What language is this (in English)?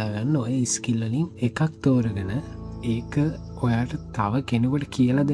Sinhala